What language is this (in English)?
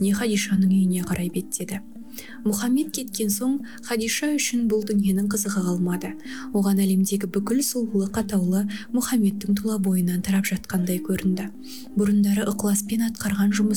Kazakh